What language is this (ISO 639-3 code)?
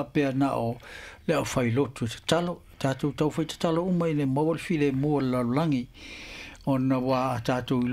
smo